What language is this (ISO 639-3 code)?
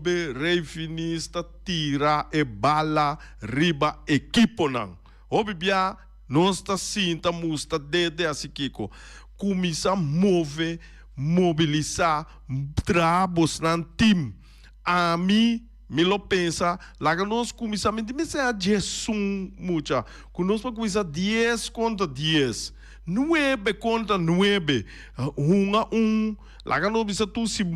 pap